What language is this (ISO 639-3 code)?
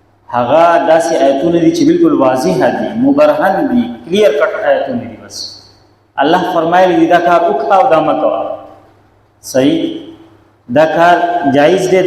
pus